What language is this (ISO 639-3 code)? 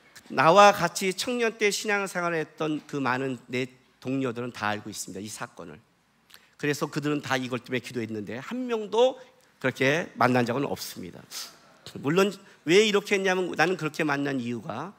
kor